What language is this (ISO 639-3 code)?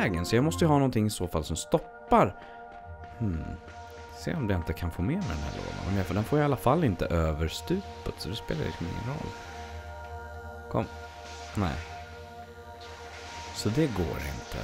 swe